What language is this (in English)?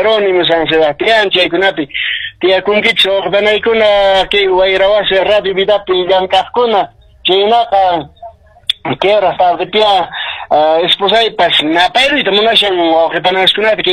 Quechua